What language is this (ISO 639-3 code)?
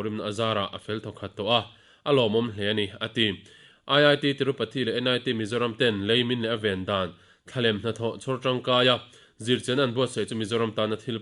lus